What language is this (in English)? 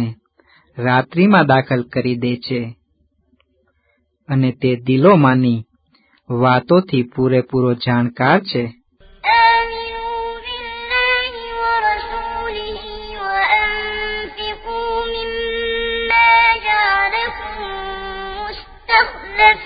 Gujarati